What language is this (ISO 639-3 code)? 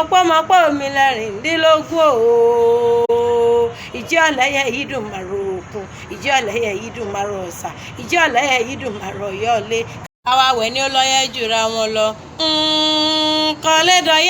yor